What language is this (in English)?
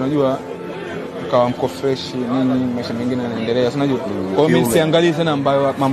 Swahili